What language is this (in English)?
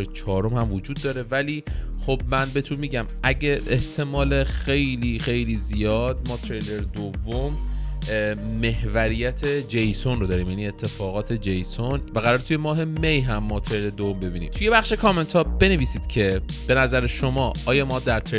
Persian